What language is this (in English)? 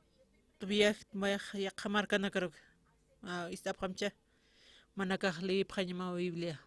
Aymara